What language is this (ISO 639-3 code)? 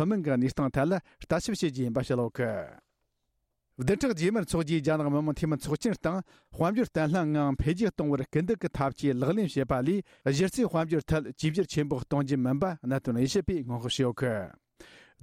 bod